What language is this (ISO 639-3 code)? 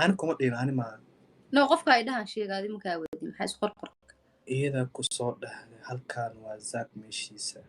som